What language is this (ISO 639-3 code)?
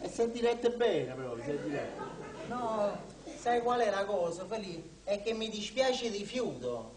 nap